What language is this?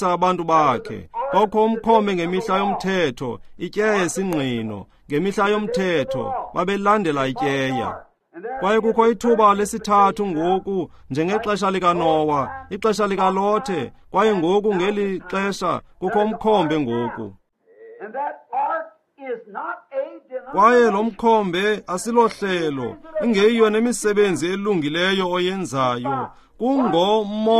Xhosa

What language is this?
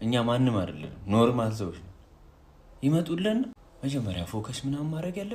Amharic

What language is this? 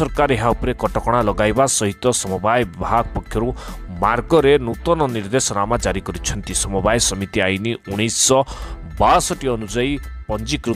Odia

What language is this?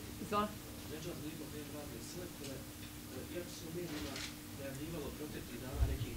Bosnian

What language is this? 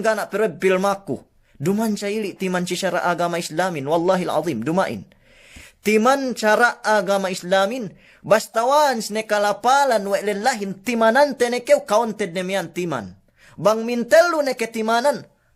Yakan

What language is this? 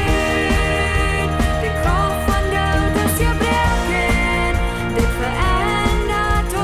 Plautdietsch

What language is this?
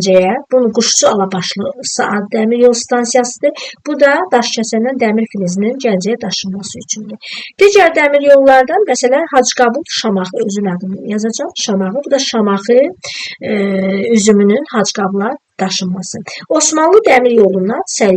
Azerbaijani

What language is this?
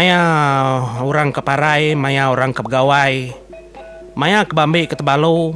Iban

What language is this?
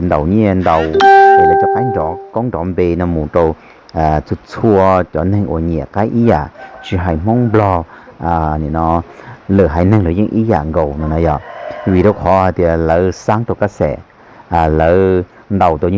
Hmong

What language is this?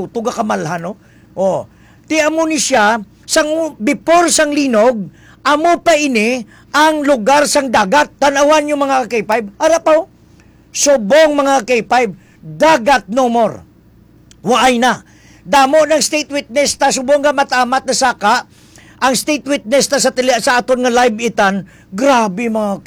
Hiligaynon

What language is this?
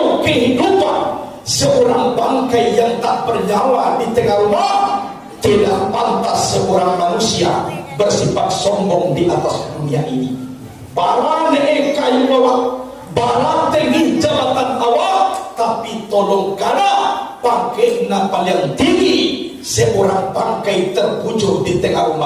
Minangkabau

